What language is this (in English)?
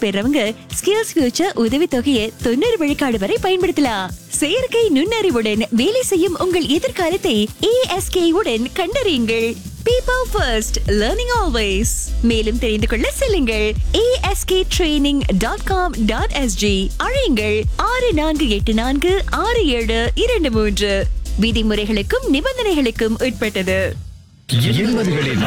Tamil